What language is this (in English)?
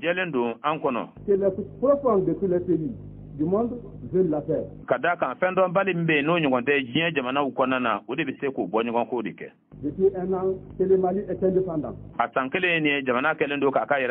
Bambara